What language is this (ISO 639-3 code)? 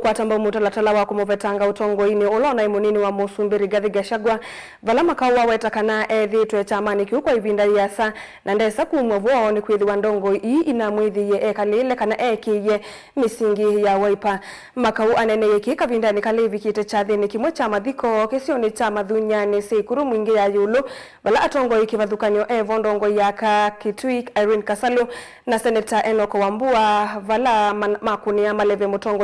kam